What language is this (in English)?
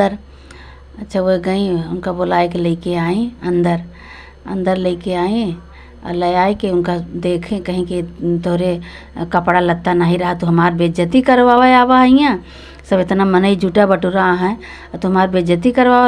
Awadhi